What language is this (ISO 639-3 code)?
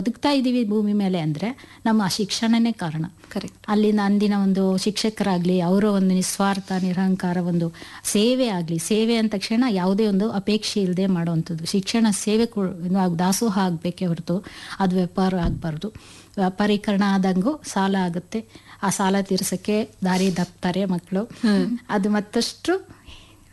kan